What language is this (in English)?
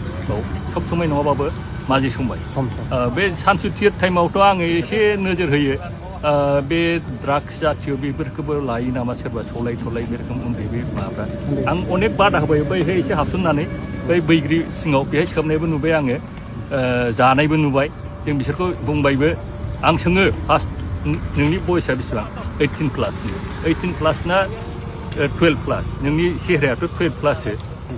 Bodo